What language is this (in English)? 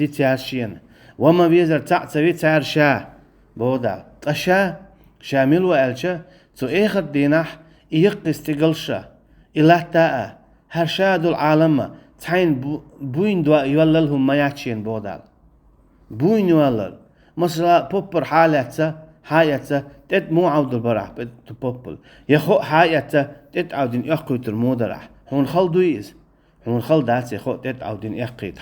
Chechen